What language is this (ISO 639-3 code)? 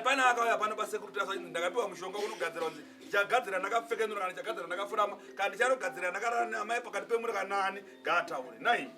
sna